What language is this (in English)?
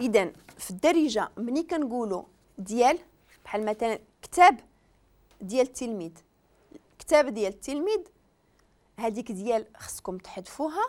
Moroccan Arabic